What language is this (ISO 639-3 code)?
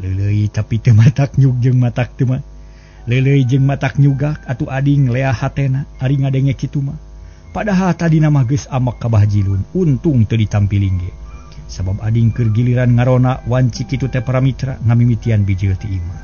sun